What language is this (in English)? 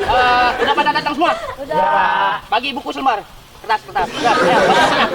Betawi